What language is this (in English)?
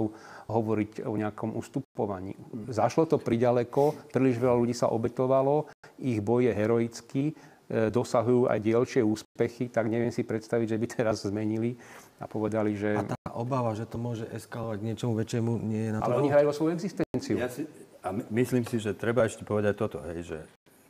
Slovak